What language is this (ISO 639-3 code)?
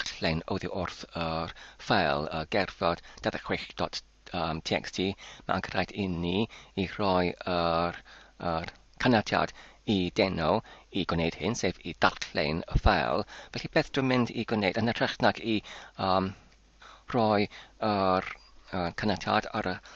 cym